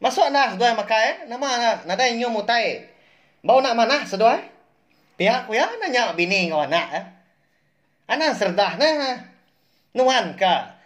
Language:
Iban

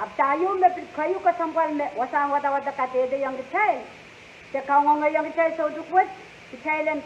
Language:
Pohnpeian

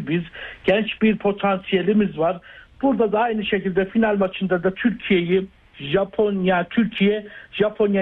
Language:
Turkish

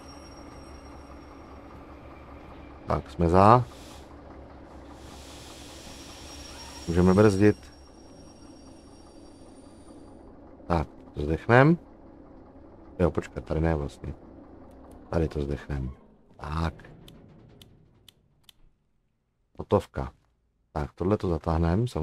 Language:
Czech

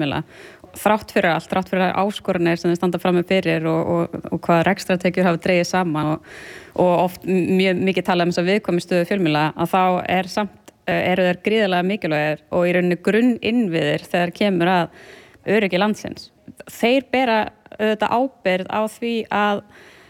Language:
Icelandic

